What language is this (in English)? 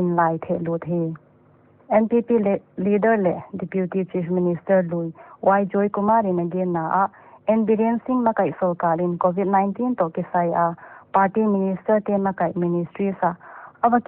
Paite Chin